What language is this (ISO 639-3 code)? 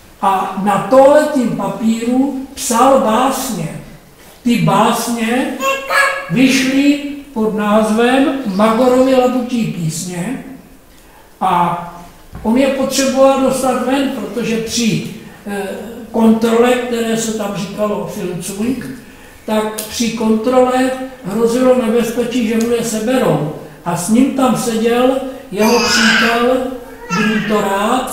ces